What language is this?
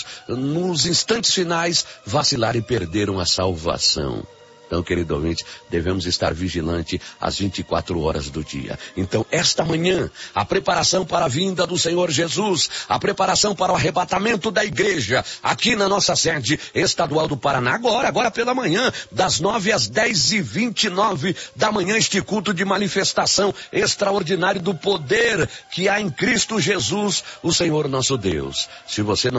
Portuguese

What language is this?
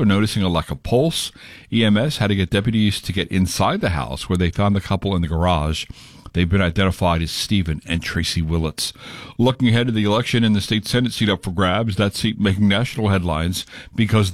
English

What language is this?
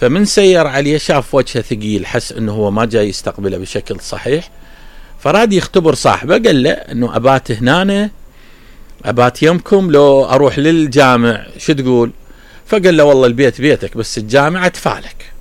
Mesopotamian Arabic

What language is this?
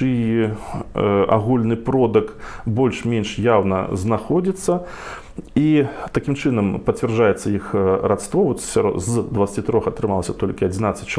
Belarusian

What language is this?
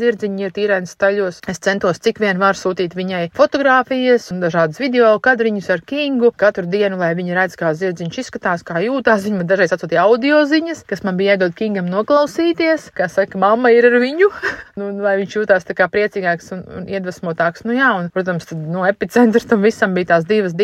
Latvian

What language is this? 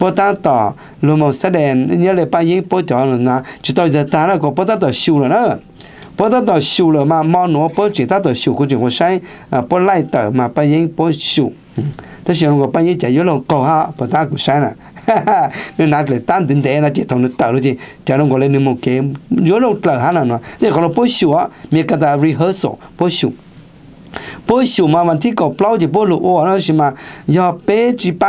Vietnamese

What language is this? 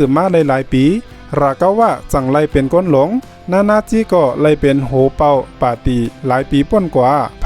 Shan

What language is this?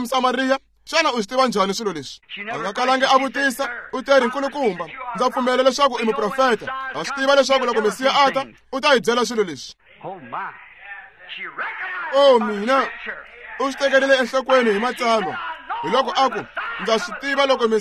Tsonga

